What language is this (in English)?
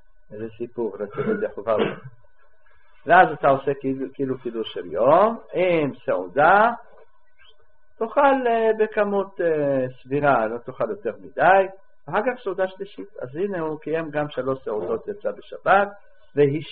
Hebrew